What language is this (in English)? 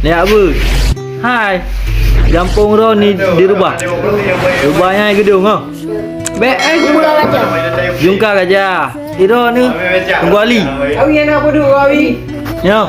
Achinese